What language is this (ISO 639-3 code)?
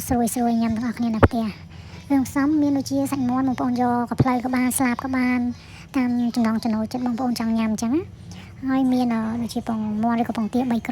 khm